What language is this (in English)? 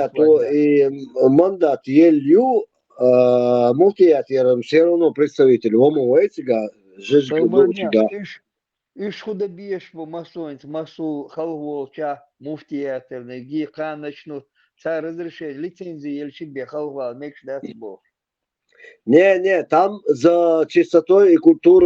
Chechen